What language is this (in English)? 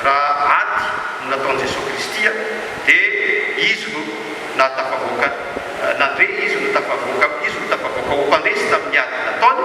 Malagasy